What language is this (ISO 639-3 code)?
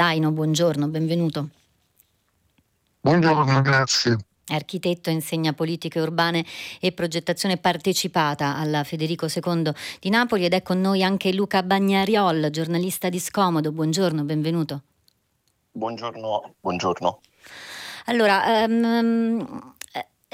ita